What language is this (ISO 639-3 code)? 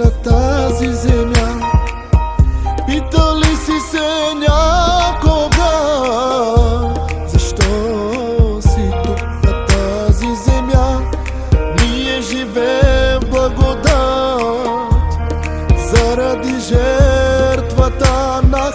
bul